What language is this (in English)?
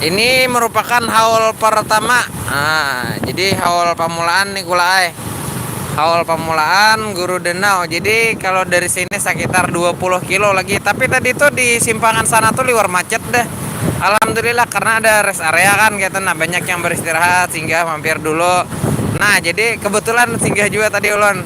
Banjar